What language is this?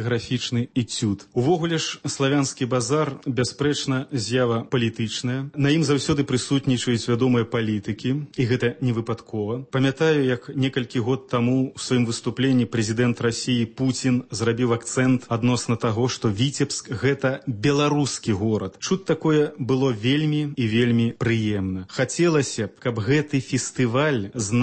Belarusian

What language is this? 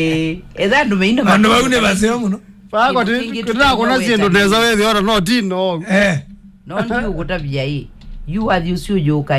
Kamba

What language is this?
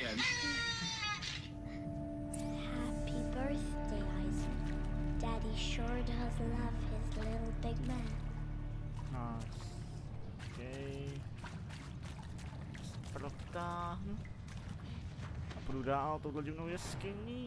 Czech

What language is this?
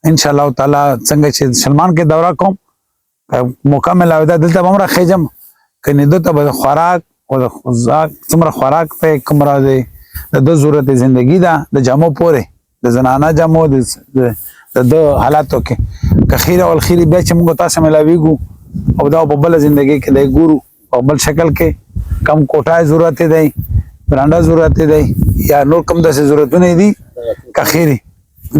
Pashto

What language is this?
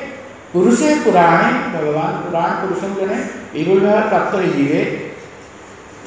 Odia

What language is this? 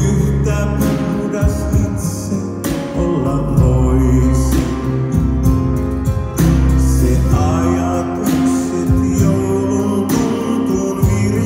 Finnish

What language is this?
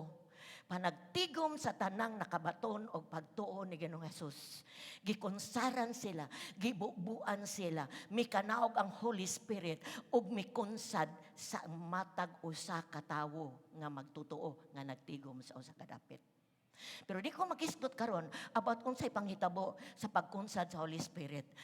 Cebuano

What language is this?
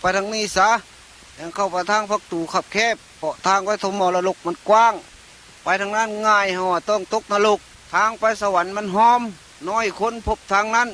Lao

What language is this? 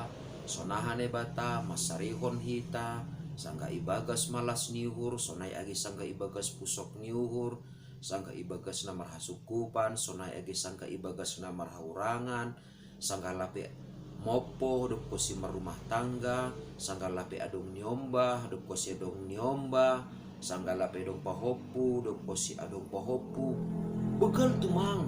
Batak Simalungun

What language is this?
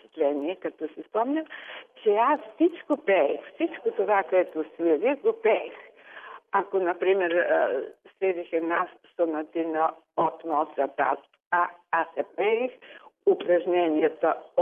Bulgarian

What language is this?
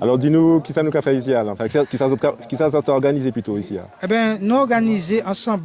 Guadeloupean Creole French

